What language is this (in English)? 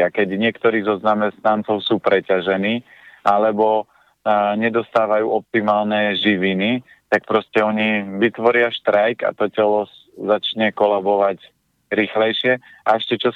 Slovak